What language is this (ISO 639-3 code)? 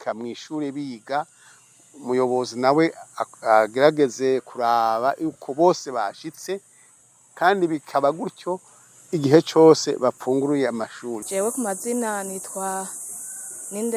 run